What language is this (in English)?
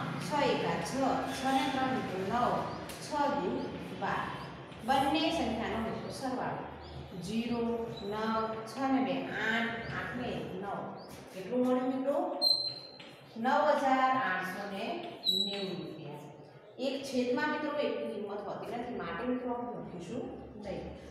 Gujarati